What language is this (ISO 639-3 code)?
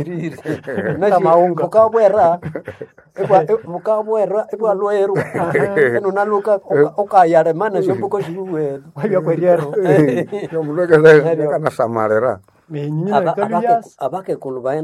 nnb